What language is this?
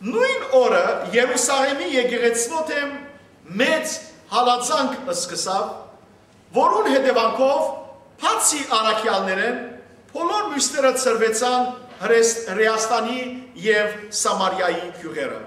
Western Armenian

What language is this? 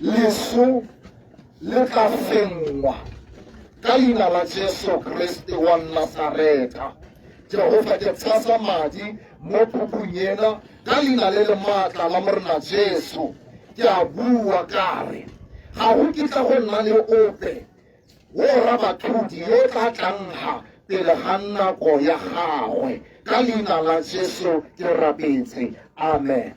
Tswana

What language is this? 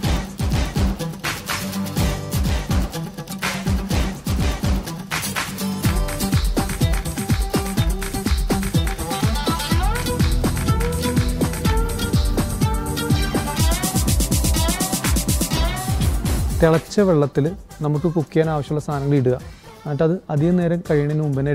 Malayalam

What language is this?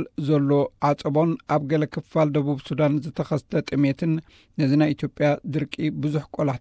Tigrinya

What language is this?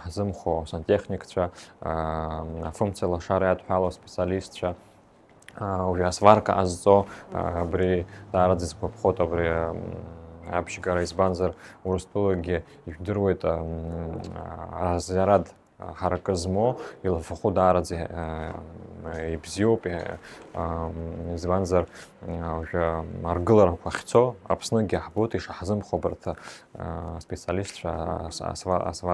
Abkhazian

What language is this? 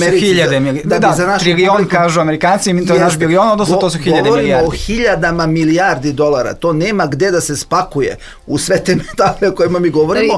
Serbian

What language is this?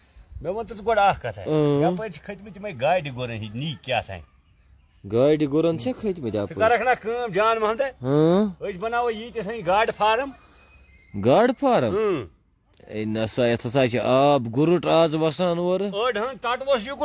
Kashmiri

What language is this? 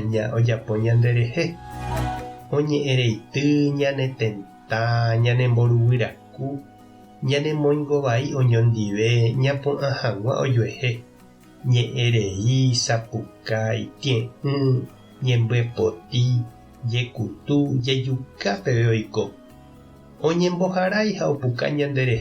Guarani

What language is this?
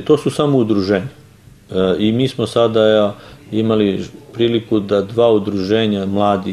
Serbian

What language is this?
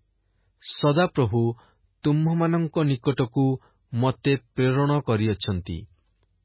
Odia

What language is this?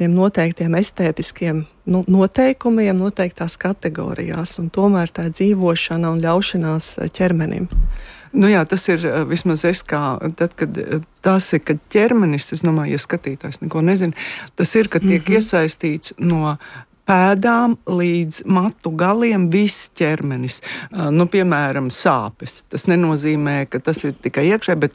Latvian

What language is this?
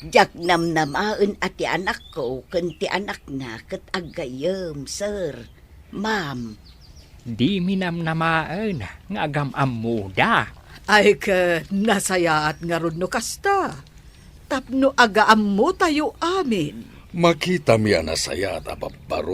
Iloko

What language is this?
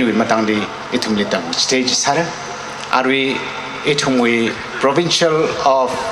Tangkhul Naga (India)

